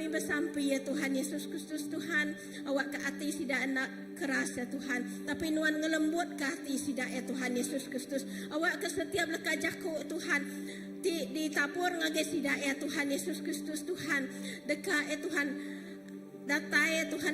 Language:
Iban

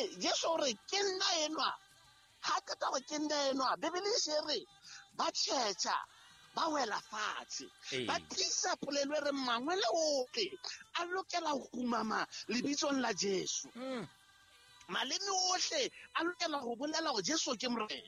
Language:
Southern Sotho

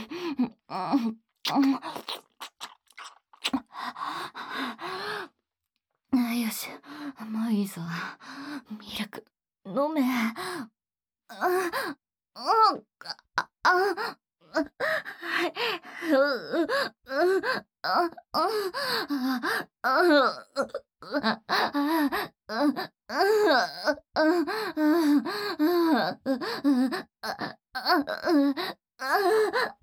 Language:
Japanese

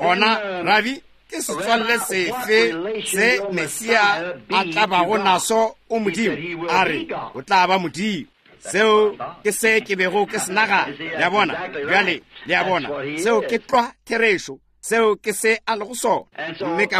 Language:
Northern Sotho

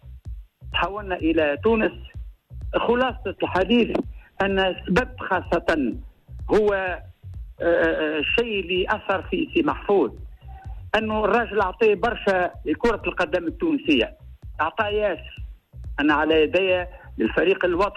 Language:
Tunisian Arabic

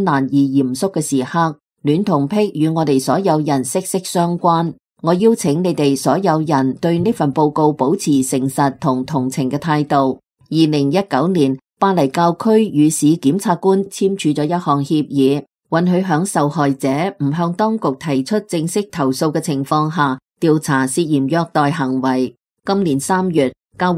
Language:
Cantonese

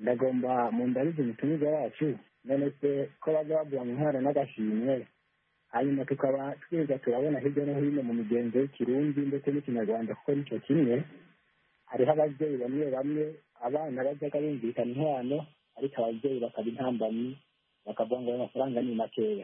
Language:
Kinyarwanda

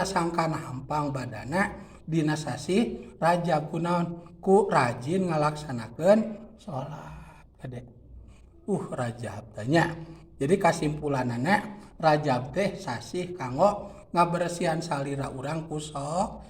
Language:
Sundanese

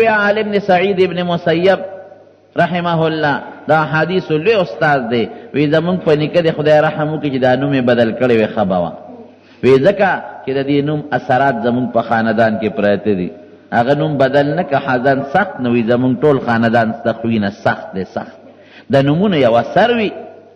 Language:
Pashto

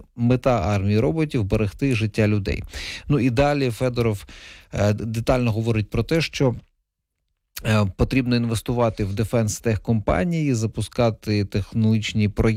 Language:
Ukrainian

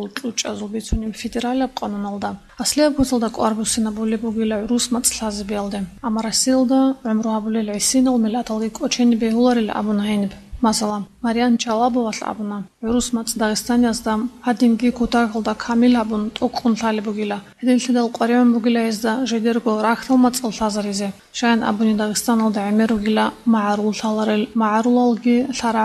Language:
Avaric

